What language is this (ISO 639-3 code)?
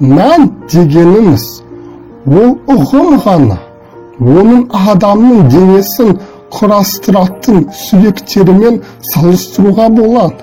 kaz